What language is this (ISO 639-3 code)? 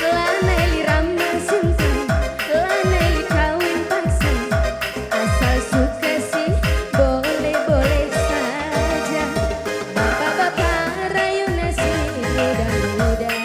btx